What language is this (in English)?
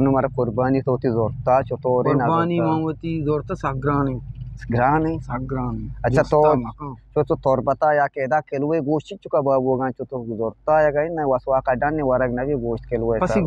Eastern Balochi